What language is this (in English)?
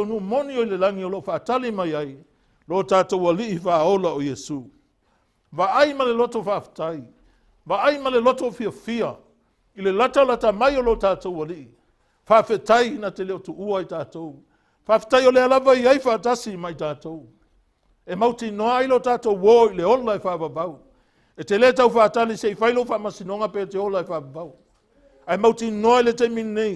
Samoan